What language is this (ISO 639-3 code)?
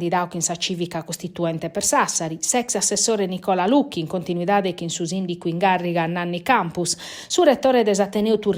srd